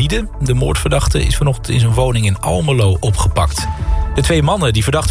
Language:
Dutch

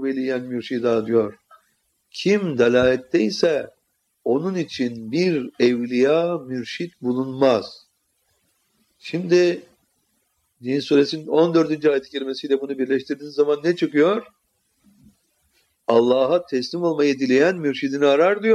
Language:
Turkish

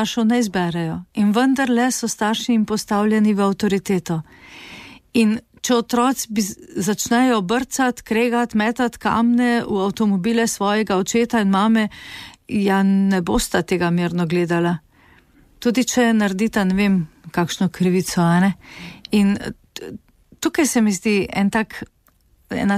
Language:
Slovenian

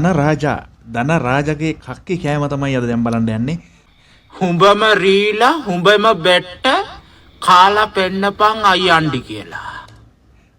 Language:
Sinhala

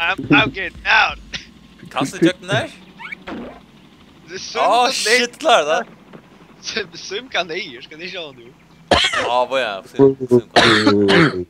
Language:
Faroese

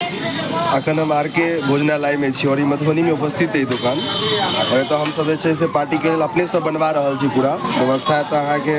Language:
Maithili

